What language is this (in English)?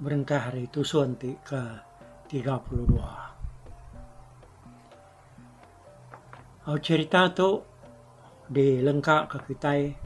Iban